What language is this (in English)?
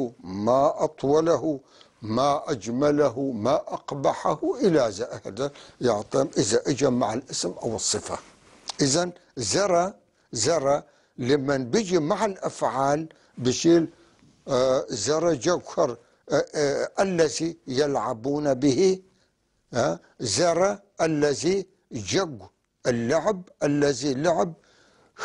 North Levantine Arabic